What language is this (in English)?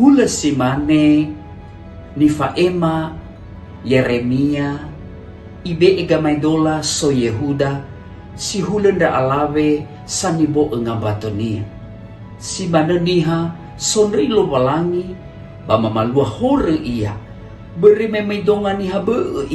Nias